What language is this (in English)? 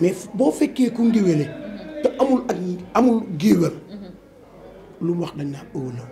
Wolof